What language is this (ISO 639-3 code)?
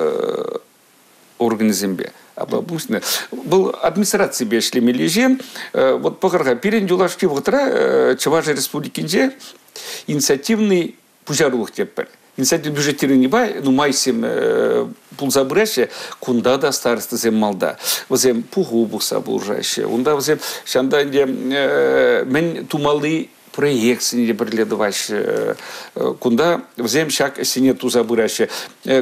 chv